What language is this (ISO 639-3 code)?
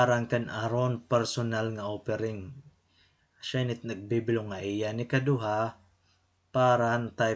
war